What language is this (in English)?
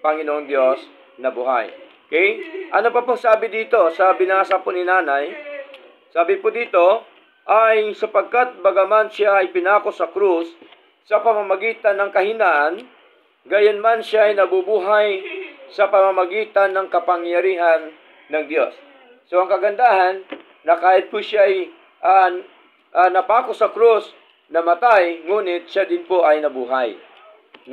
Filipino